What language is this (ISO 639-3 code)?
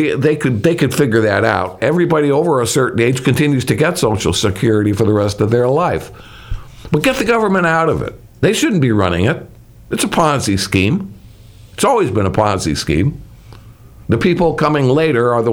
eng